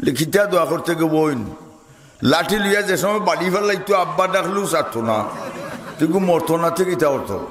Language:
Sylheti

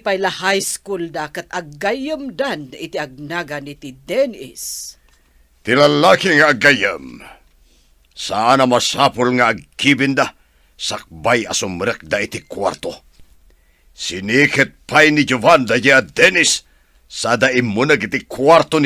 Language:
Iloko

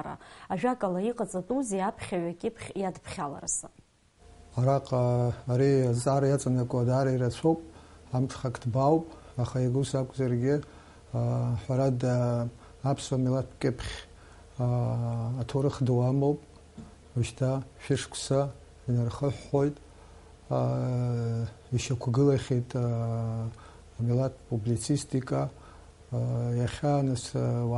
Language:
Abkhazian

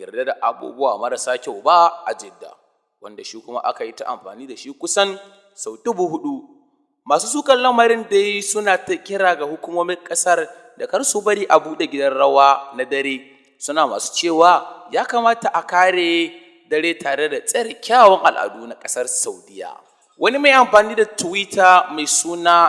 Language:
Hausa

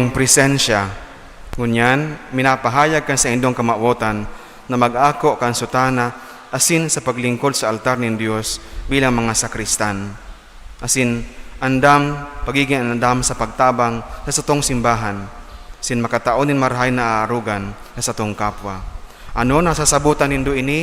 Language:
Bikol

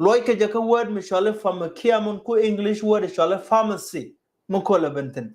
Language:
Nuer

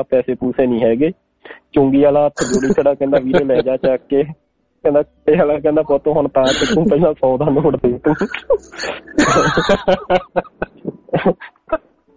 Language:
Punjabi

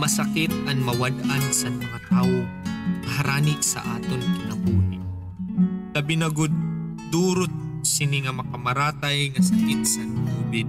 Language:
Waray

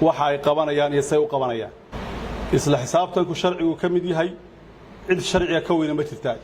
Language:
Somali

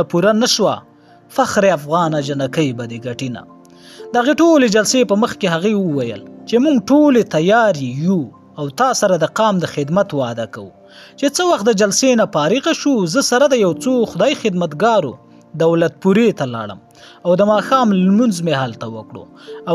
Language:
Pashto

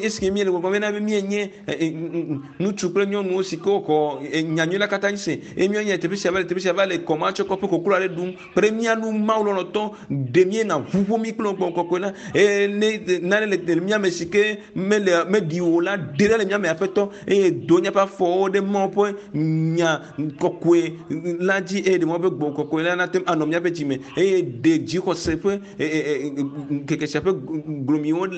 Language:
Ewe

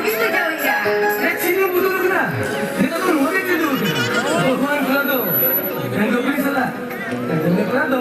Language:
Santali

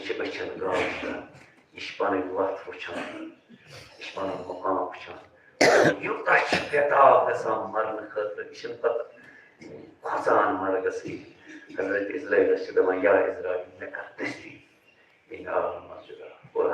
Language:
Kashmiri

